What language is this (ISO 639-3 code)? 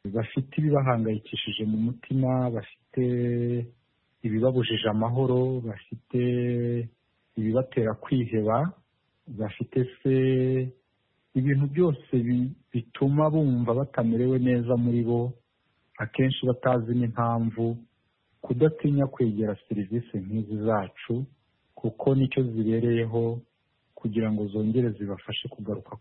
kin